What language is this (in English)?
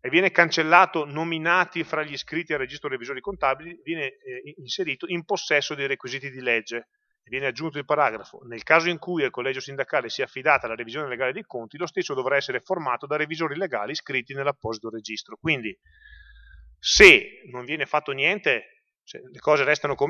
Italian